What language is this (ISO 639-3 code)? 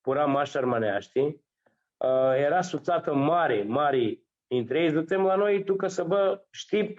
rup